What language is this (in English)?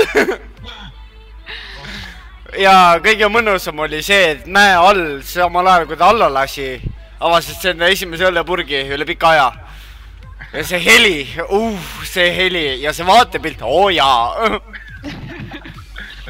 Estonian